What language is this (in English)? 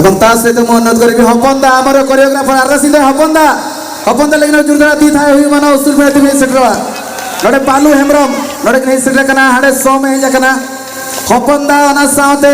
Santali